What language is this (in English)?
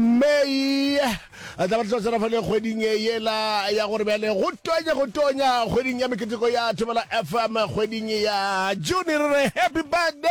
Northern Sotho